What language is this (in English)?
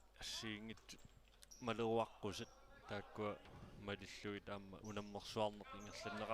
Kalaallisut